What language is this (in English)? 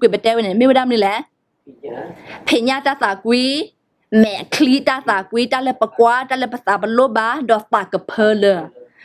S'gaw Karen